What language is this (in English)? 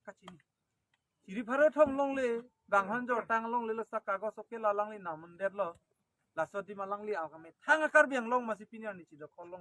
Karbi